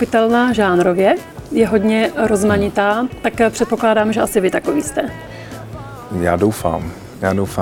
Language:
Czech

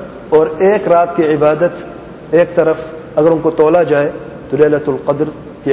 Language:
Urdu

